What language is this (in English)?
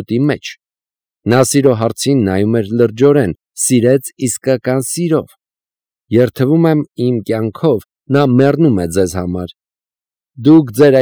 Armenian